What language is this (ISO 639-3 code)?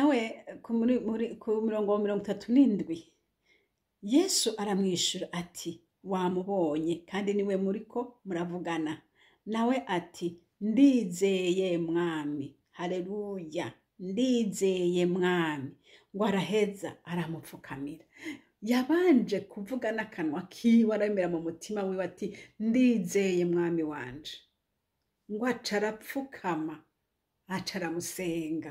run